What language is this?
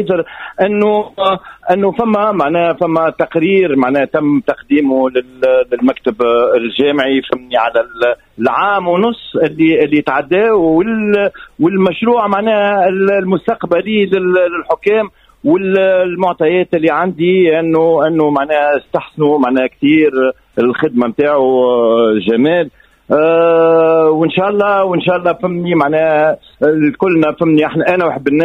Tunisian Arabic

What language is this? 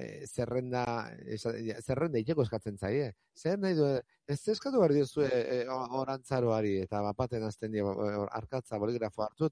Basque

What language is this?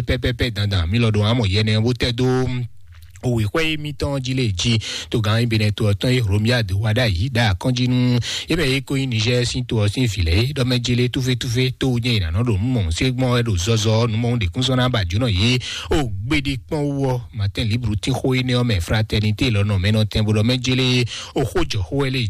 Fon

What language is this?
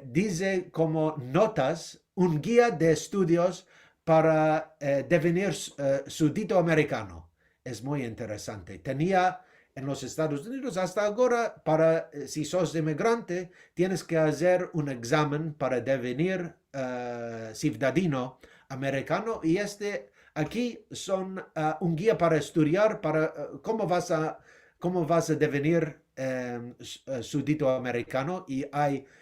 Ladino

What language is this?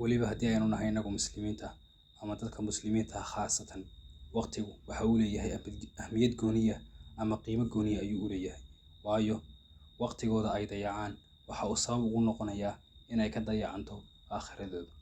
Somali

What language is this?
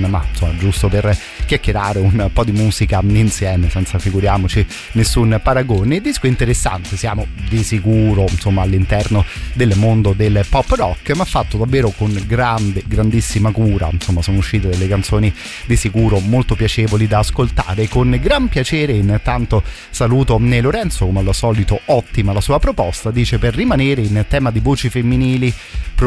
Italian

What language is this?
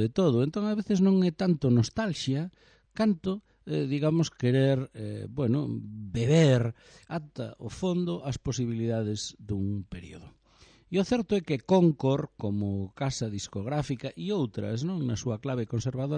Galician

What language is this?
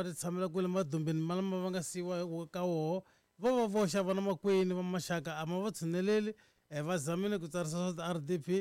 Tsonga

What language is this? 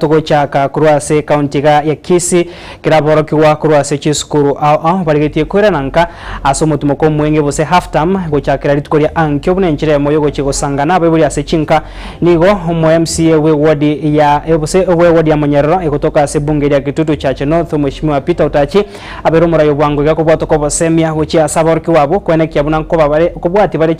Gusii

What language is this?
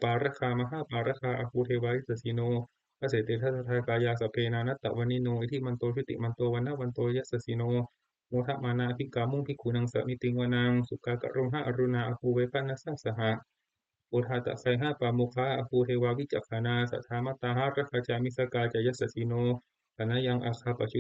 Pali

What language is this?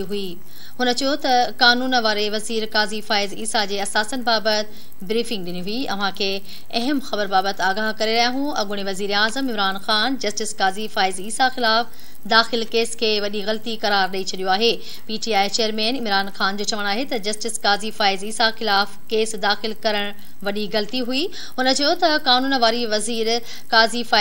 Sindhi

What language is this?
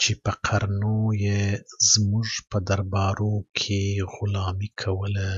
Pashto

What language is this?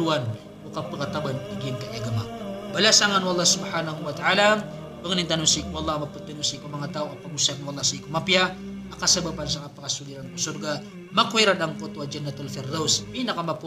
Maranao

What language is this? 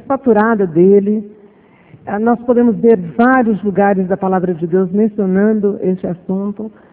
Portuguese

